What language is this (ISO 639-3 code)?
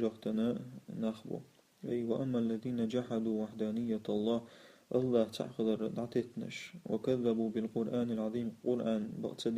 che